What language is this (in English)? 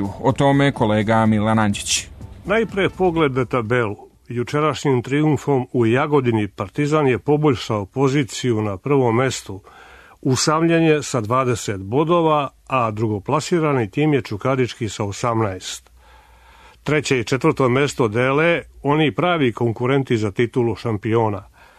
Serbian